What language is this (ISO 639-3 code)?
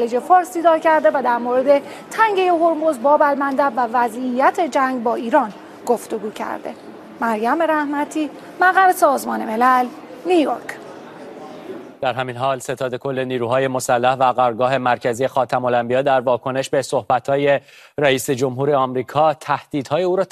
fas